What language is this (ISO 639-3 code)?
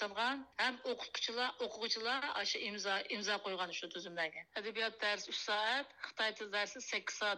uig